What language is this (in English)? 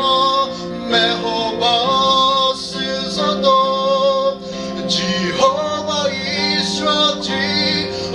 Chokri Naga